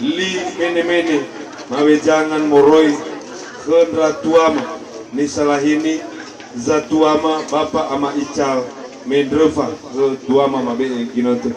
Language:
Nias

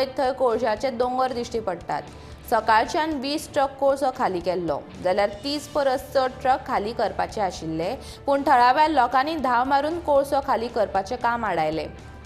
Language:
Konkani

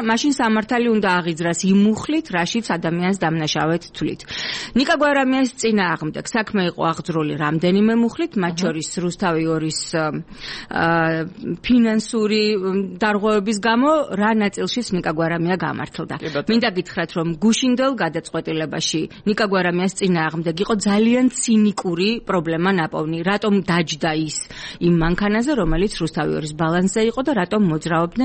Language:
Georgian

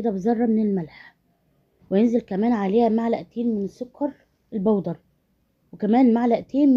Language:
Egyptian Arabic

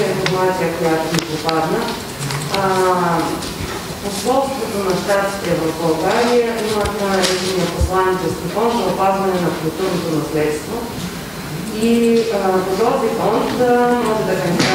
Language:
Bulgarian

